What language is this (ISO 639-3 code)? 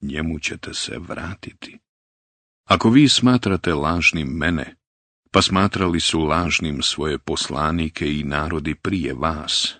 bos